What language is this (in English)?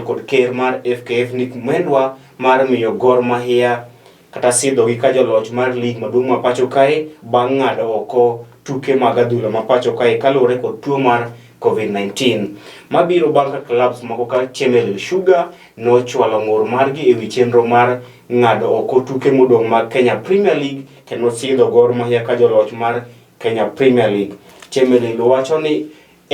Luo (Kenya and Tanzania)